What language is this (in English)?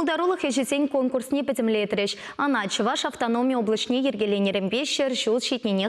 Chuvash